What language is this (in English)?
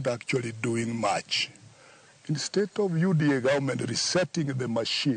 Luo (Kenya and Tanzania)